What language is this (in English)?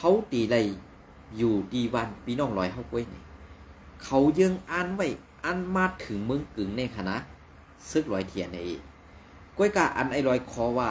Shan